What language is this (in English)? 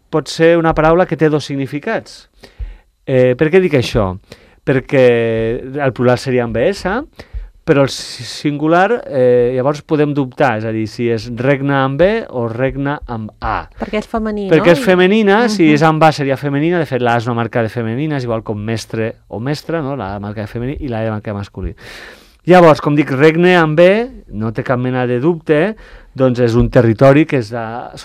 Catalan